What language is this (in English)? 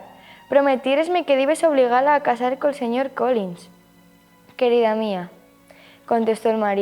Asturian